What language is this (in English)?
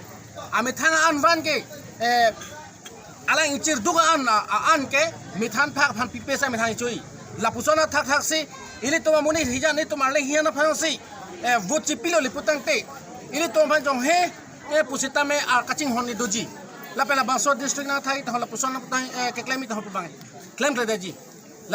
Karbi